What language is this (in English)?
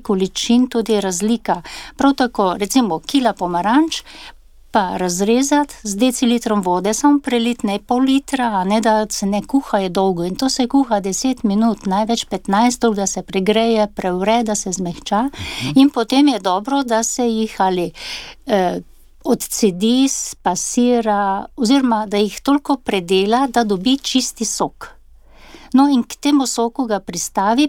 Slovenian